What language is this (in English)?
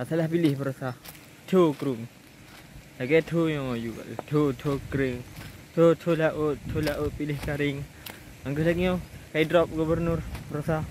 Achinese